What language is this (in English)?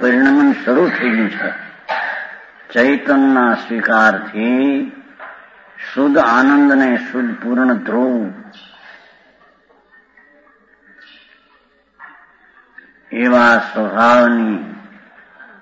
Gujarati